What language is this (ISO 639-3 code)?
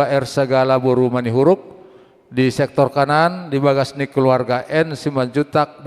bbc